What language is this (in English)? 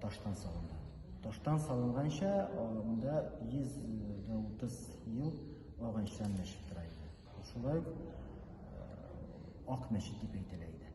Tatar